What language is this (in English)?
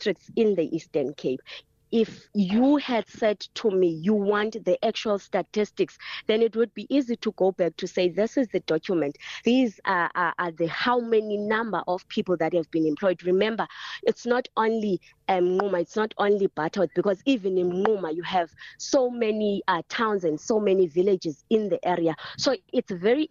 English